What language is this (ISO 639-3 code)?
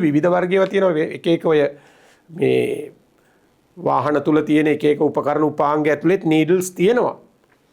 sin